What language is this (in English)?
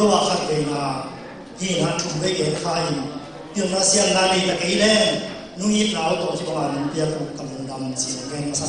Tedim Chin